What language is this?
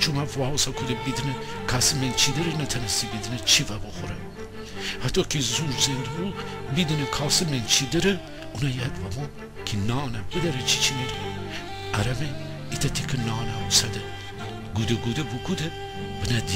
Gilaki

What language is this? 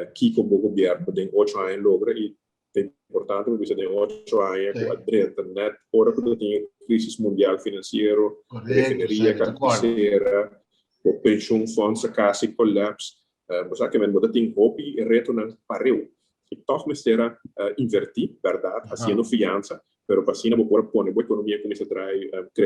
Papiamento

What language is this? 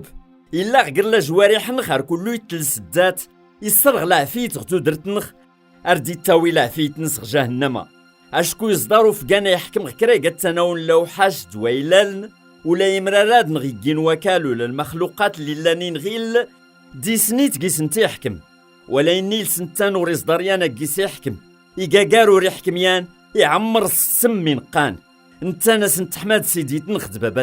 Kabyle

